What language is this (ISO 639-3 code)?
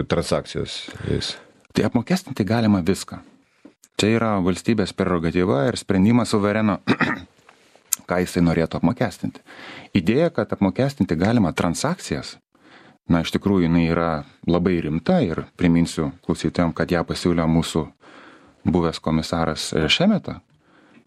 lit